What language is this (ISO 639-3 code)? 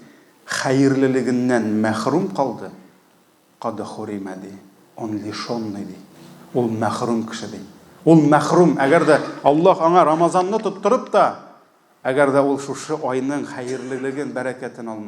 tat